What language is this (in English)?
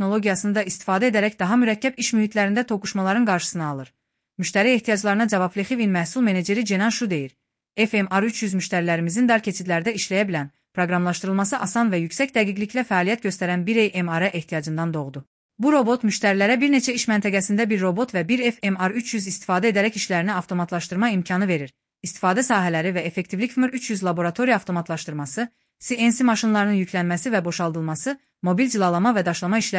Azerbaijani